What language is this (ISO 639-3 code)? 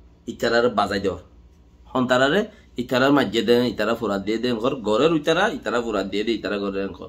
rhg